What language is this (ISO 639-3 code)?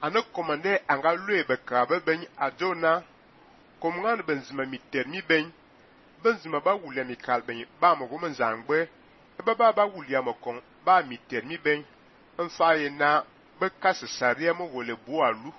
fan